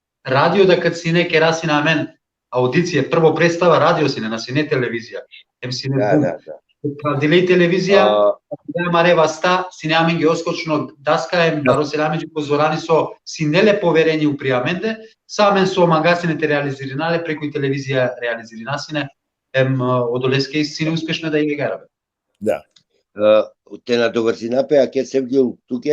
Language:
Balkan Romani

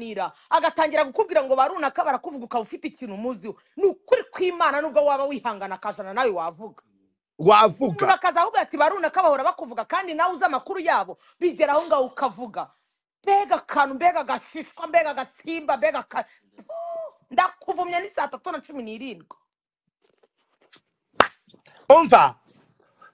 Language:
Kinyarwanda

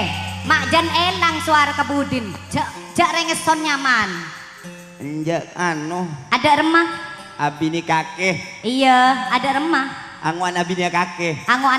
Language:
Madurese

